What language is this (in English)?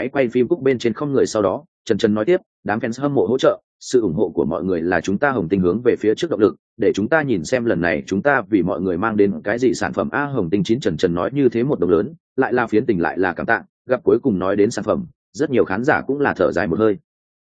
Vietnamese